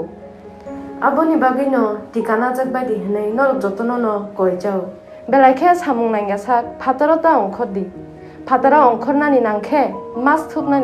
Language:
Kok Borok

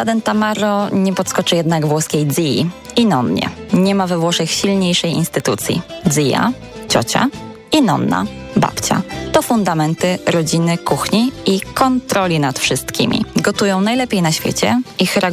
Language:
Polish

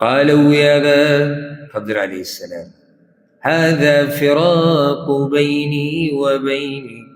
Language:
Pashto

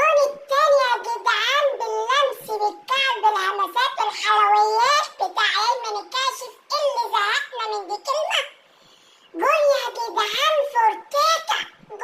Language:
Egyptian Arabic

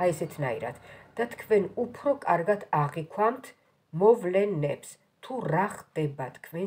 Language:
Georgian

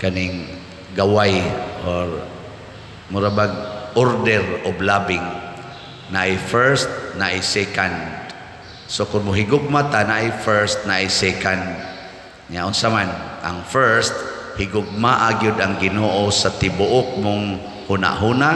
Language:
Cebuano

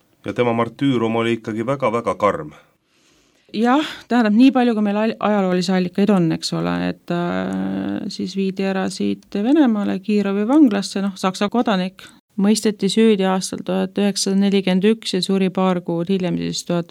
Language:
Estonian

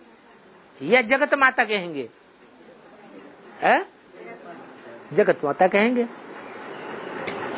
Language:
Hindi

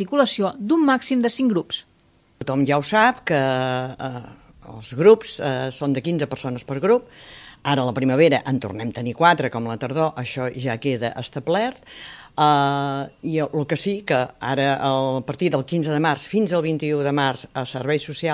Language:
Catalan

